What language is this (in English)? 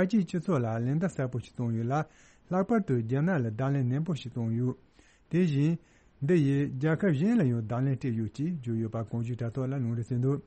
Tibetan